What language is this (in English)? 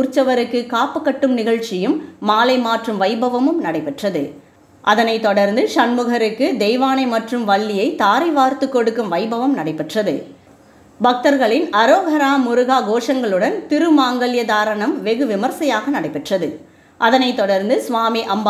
Tamil